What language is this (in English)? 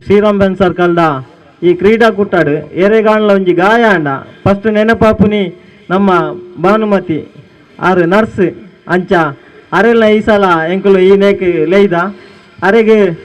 Tulu